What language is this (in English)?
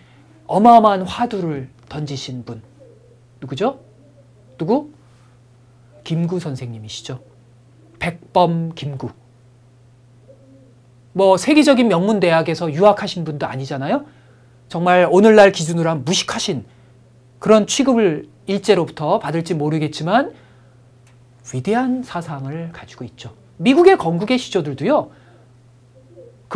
Korean